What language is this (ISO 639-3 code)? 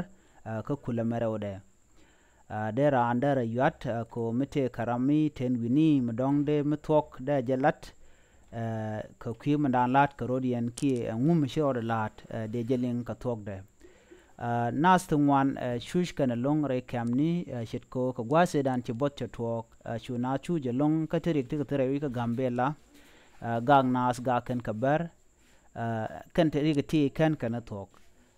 nus